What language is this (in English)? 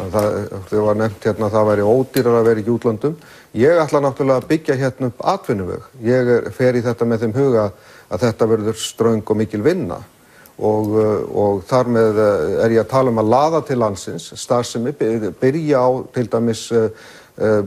Icelandic